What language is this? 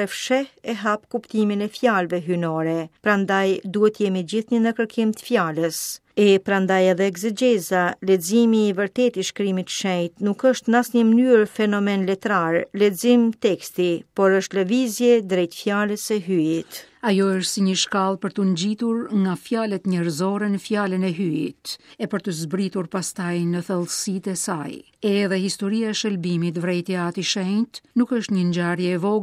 Albanian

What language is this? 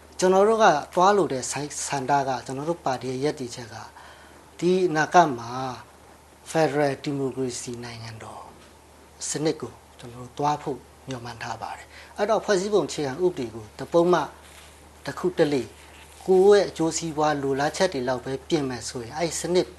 Burmese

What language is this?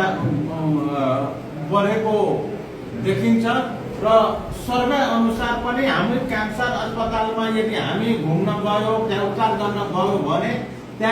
Nepali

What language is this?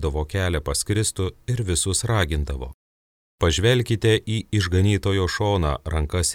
Lithuanian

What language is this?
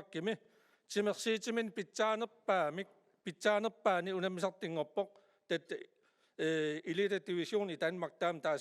Kalaallisut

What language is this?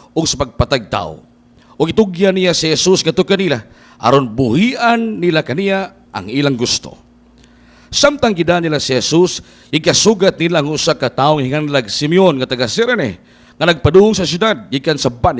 Cebuano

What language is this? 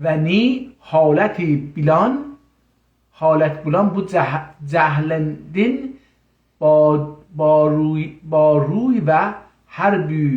South Azerbaijani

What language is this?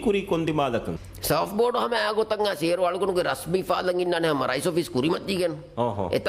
Divehi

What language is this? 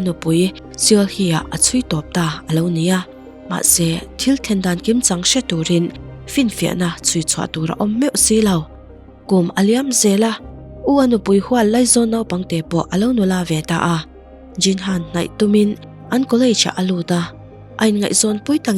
Mizo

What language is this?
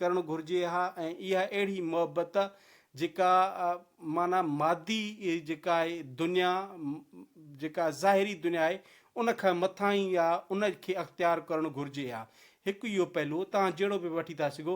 Sindhi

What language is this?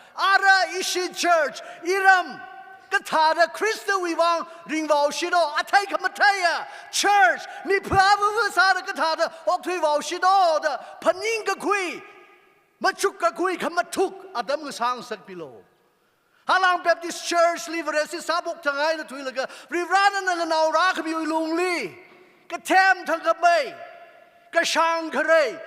Tangkhul Naga (India)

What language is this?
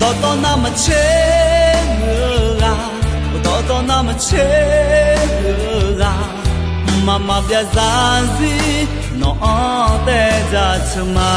Akha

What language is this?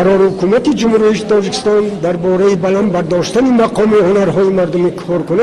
Tajik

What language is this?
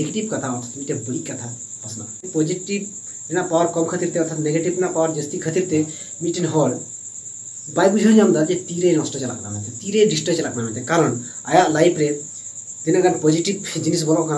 Santali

